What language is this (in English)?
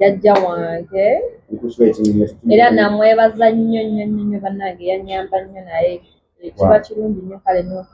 Ganda